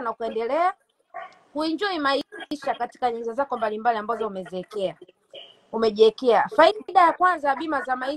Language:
Swahili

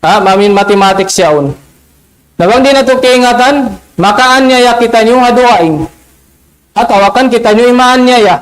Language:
Tausug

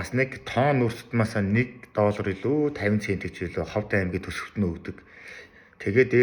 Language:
Mongolian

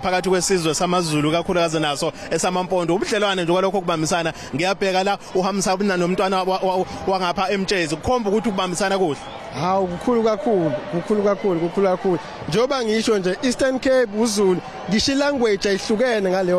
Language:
Zulu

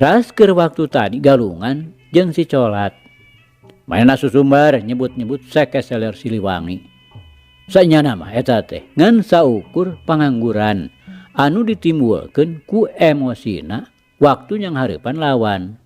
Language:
Sundanese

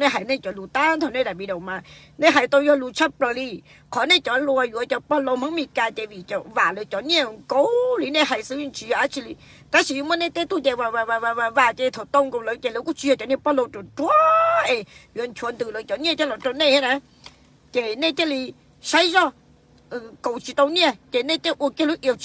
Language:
Hmong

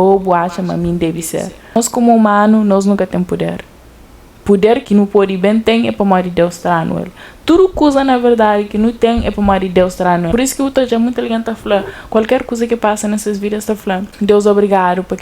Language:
Kabuverdianu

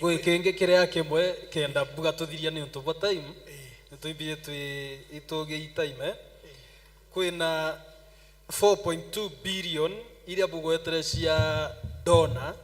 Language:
Meru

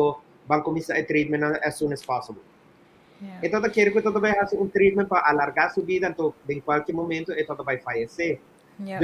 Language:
Papiamento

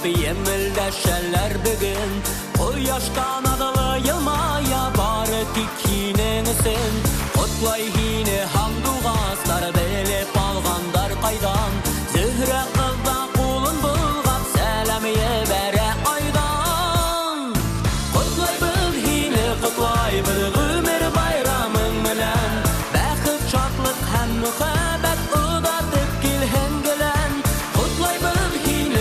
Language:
Bashkir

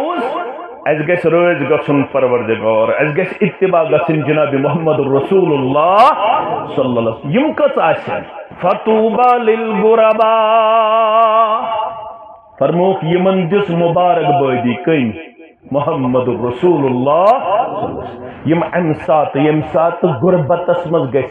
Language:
Kashmiri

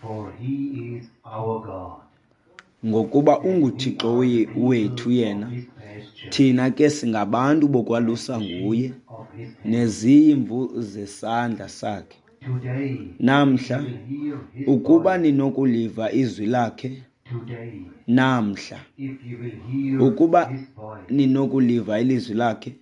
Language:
Xhosa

